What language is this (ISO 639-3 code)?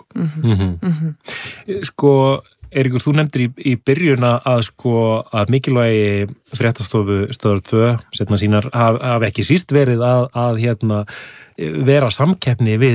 isl